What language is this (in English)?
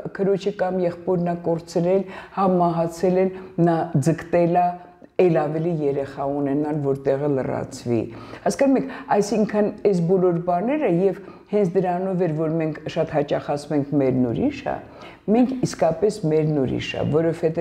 Armenian